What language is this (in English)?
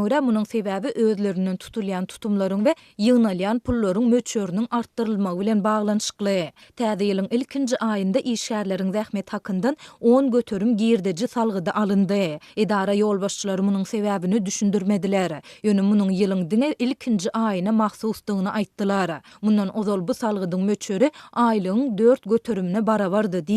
Turkmen